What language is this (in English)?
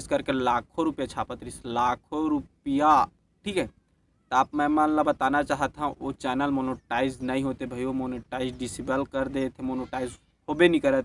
Chhattisgarhi